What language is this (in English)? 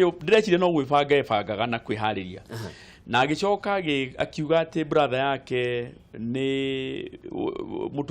Kikuyu